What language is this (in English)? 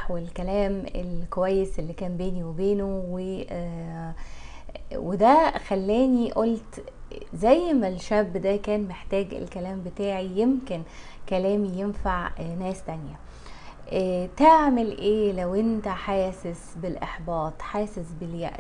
Egyptian Arabic